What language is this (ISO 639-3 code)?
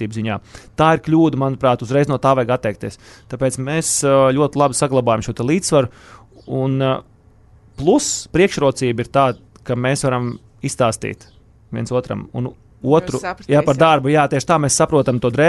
lav